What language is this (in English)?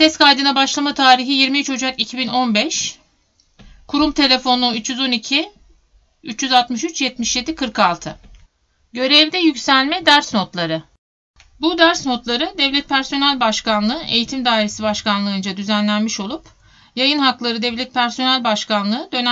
Turkish